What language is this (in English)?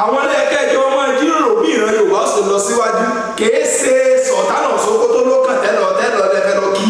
Yoruba